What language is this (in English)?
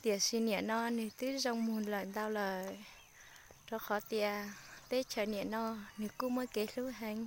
Hmong